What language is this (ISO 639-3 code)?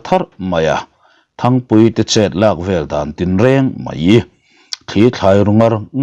lus